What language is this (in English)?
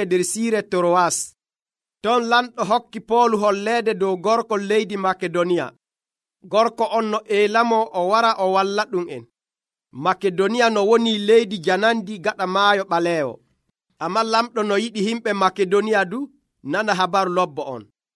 Nigerian Fulfulde